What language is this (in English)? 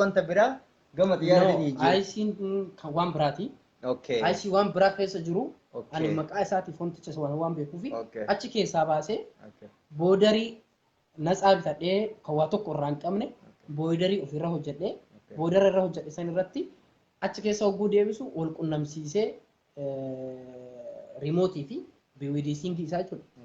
Oromo